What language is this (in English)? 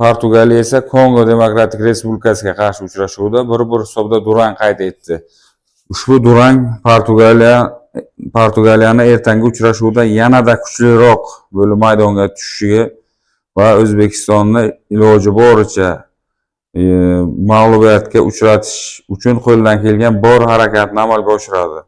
Uzbek